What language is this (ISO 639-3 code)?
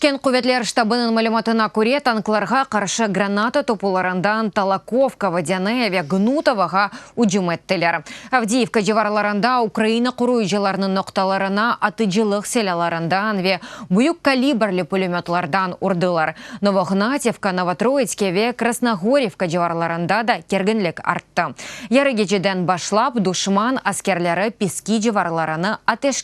crh